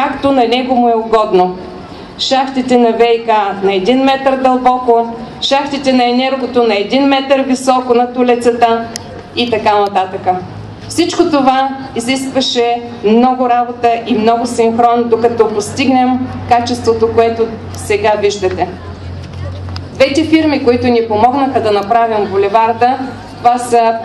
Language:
Bulgarian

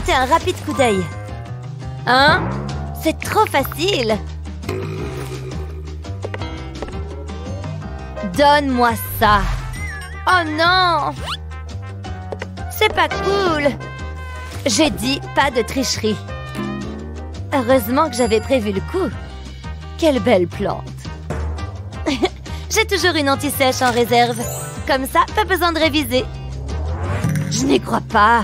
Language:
French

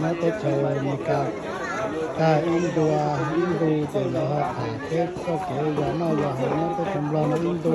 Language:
Hmong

